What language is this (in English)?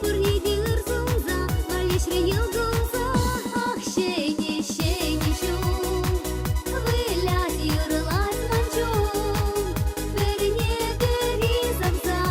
Chuvash